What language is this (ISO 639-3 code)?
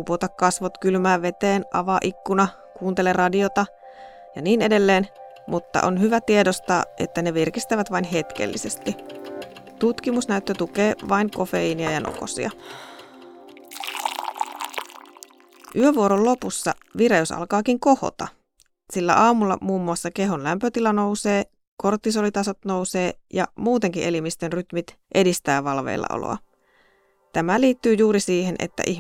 fin